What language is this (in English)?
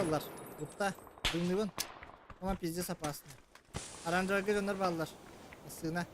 Yakut